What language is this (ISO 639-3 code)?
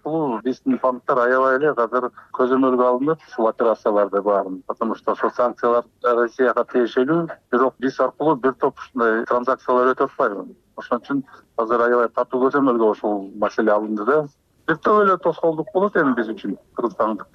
kir